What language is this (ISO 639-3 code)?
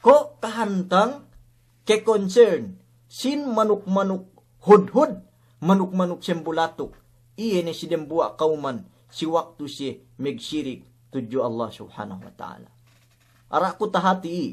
yka